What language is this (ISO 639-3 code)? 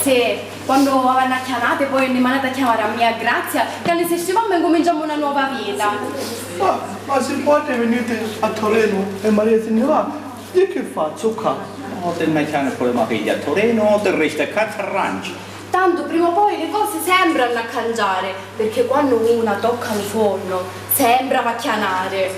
scn